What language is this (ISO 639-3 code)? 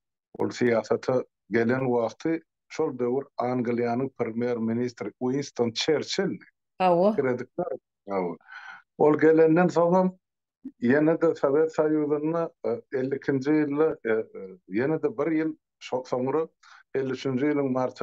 tuk